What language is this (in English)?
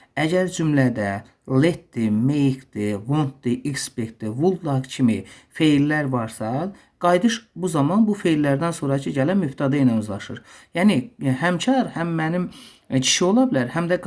Azerbaijani